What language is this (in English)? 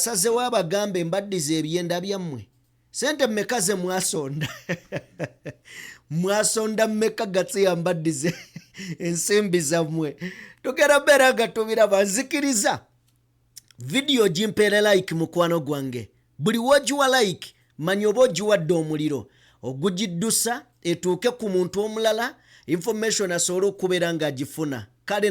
Ganda